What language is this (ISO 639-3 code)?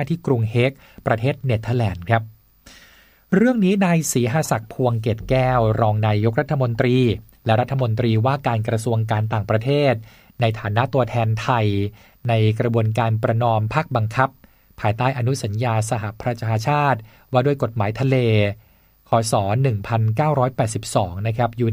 tha